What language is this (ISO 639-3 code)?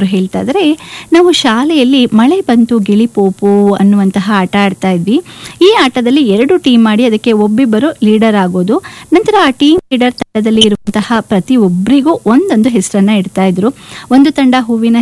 kan